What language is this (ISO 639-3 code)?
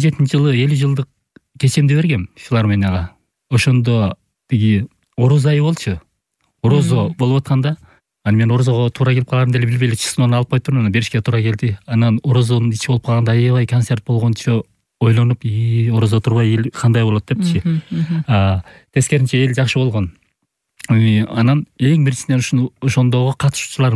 kir